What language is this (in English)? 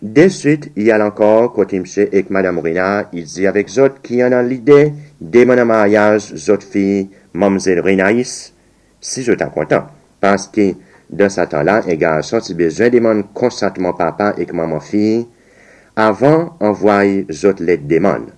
Seselwa Creole French